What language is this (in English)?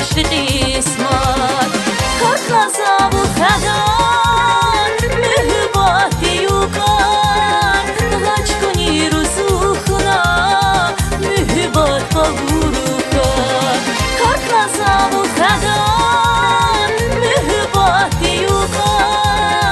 Tabassaran